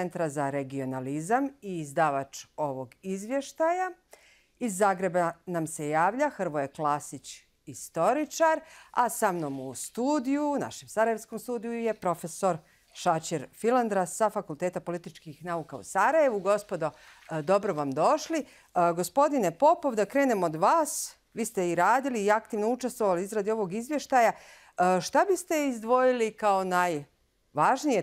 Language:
Serbian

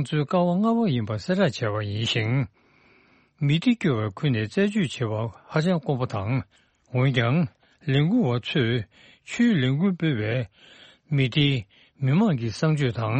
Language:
Tibetan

